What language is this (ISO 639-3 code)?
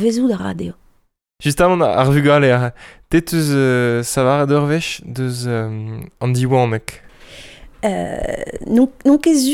bre